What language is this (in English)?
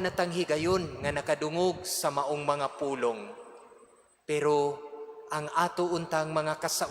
Cebuano